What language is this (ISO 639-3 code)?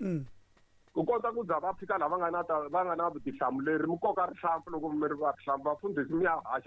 tso